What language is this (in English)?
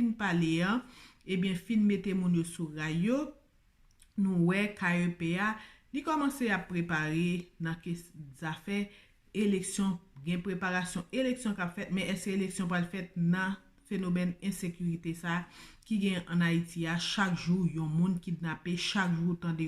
Haitian Creole